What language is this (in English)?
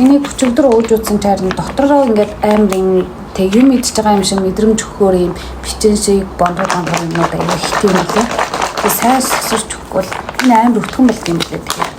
Mongolian